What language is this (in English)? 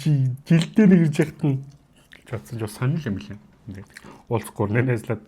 Mongolian